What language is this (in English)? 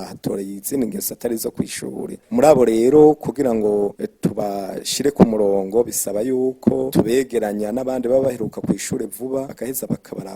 Rundi